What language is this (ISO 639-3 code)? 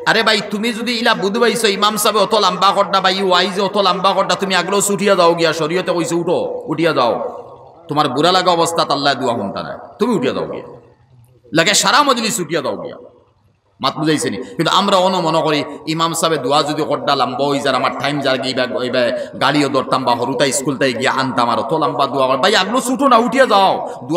syl